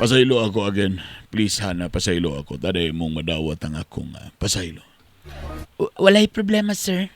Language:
Cebuano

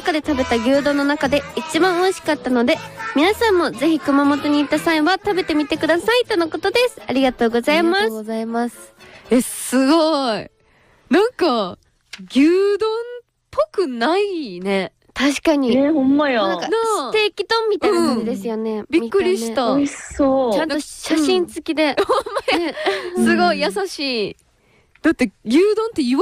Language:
Japanese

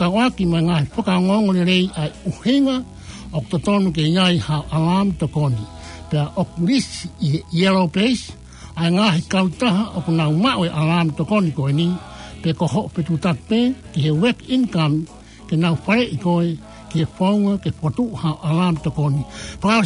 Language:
Tongan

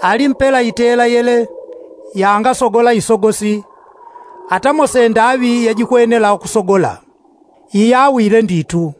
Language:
Yao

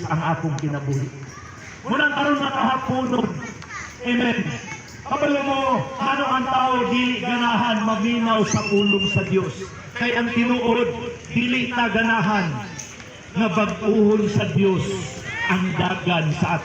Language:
Cebuano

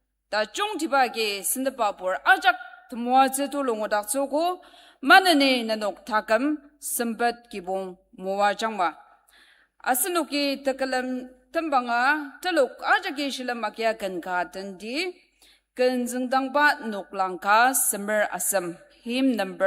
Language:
Ao Naga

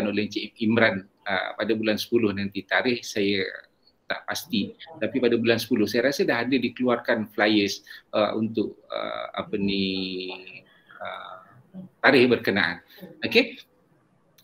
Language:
Malay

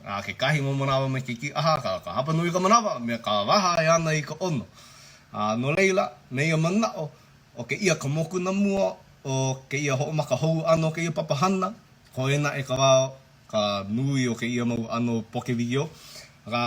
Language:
Hawaiian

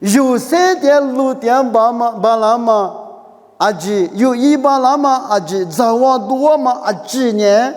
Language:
Lisu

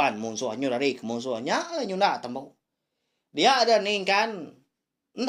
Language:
Iban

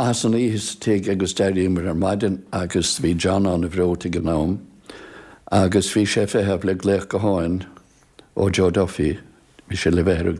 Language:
Irish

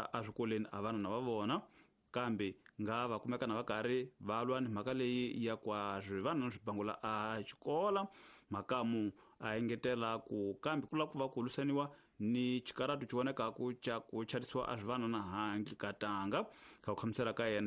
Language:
Tsonga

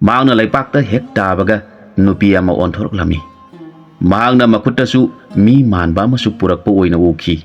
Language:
Manipuri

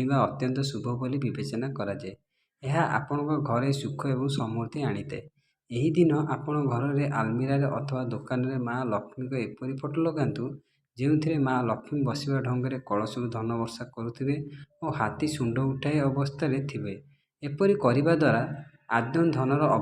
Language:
Odia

